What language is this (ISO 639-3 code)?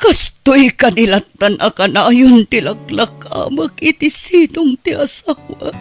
ilo